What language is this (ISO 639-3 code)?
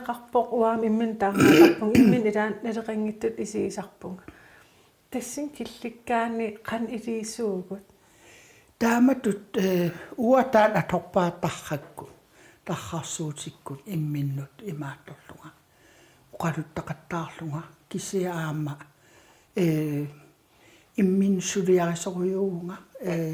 kal